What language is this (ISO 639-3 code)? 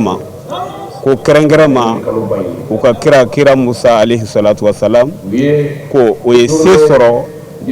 bam